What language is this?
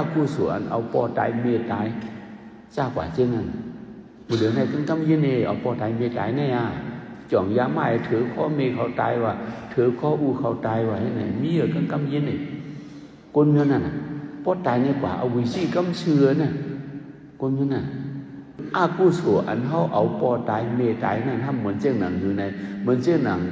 Shan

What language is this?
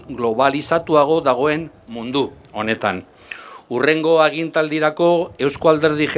Basque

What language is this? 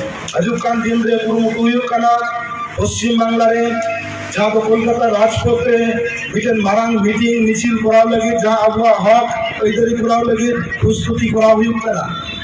Santali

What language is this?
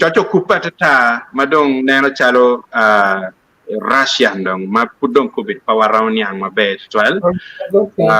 Acoli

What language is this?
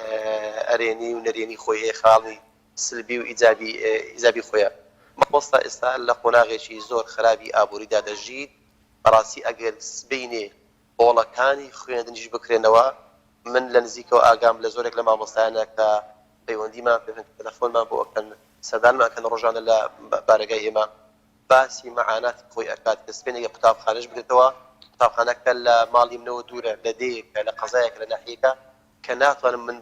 Central Kurdish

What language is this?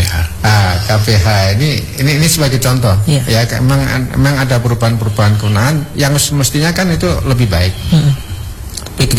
Indonesian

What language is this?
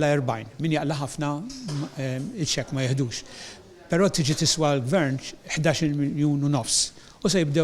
Maltese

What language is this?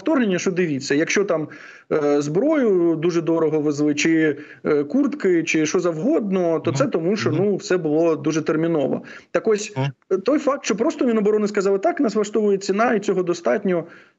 Ukrainian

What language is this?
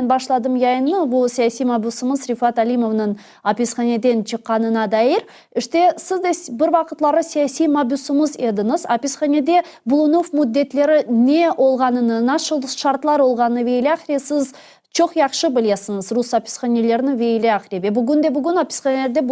Crimean Tatar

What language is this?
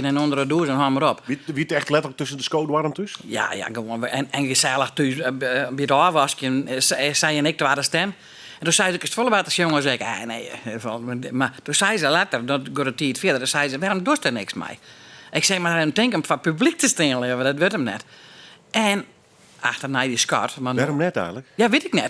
Western Frisian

